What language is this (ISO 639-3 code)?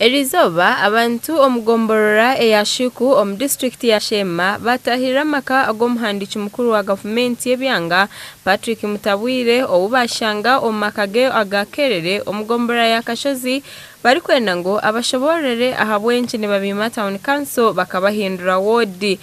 nyn